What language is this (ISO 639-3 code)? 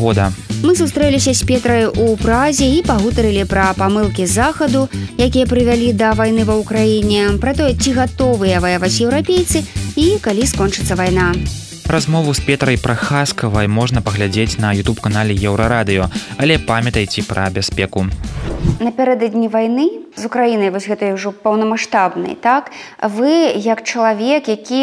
bel